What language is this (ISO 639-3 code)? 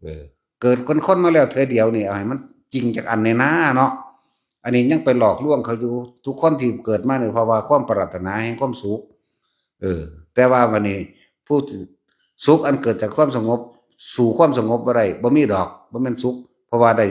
tts